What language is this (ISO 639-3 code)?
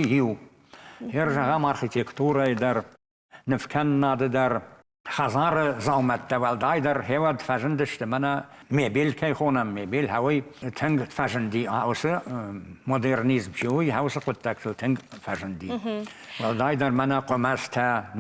oss